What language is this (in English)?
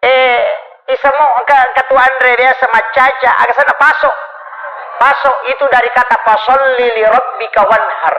Buginese